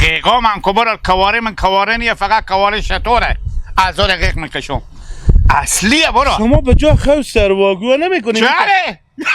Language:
Hazaragi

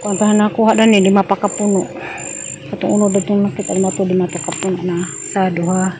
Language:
Cebuano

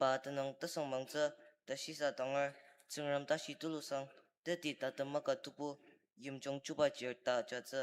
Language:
Ao Naga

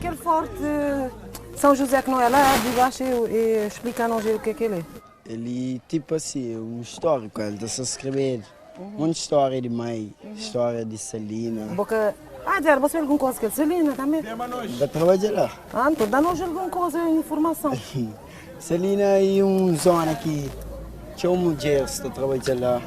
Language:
Kabuverdianu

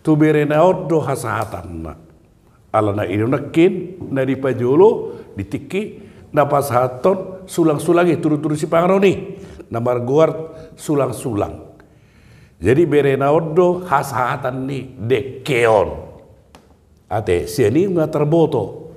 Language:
Batak Toba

